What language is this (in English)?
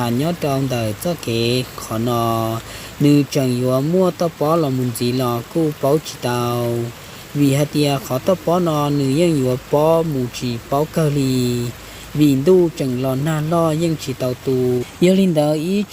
Hmong